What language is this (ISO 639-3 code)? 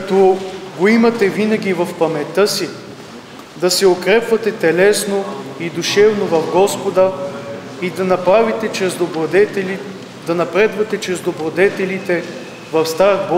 bul